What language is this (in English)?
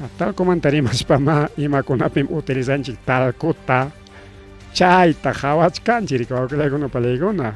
Ayacucho Quechua